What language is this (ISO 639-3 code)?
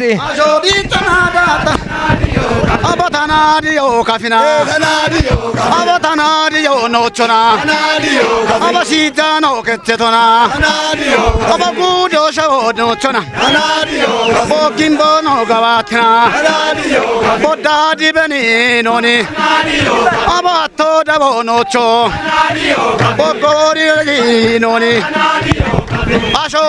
kbr